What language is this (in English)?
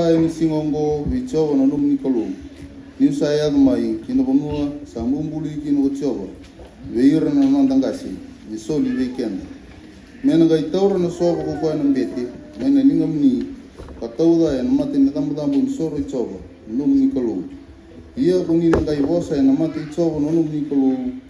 Fijian